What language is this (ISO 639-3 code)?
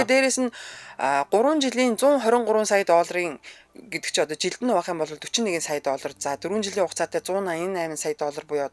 mon